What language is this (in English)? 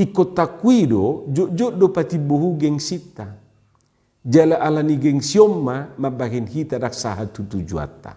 Batak Toba